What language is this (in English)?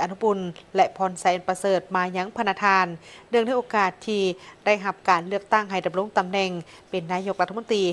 Lao